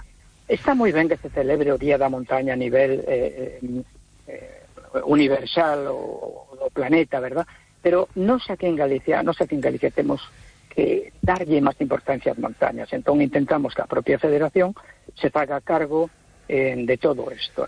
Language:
Galician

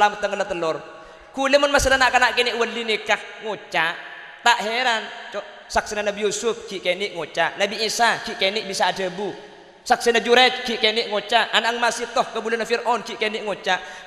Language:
Madurese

